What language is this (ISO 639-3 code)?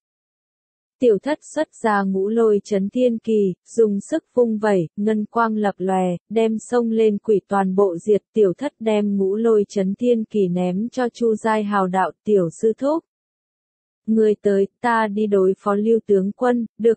vie